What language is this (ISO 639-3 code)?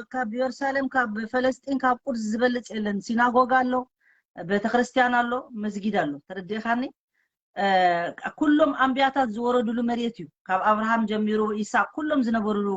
tir